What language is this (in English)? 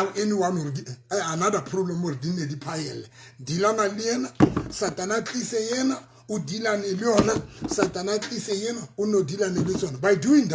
Southern Sotho